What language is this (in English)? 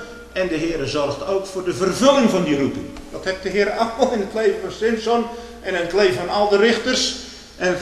Dutch